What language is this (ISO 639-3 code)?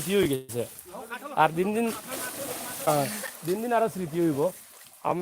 syl